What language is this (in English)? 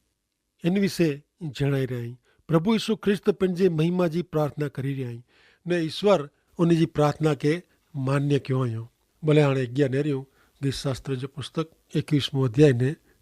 Kachhi